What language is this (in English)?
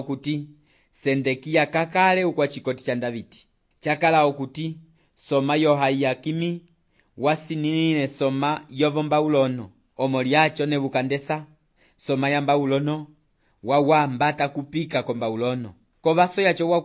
Umbundu